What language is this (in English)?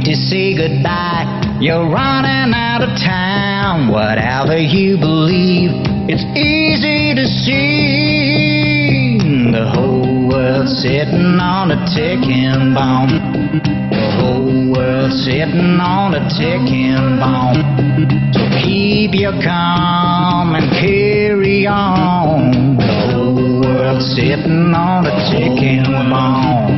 English